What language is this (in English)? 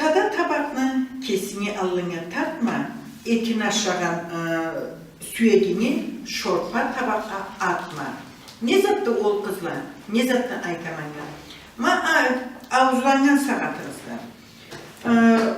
Karachay-Balkar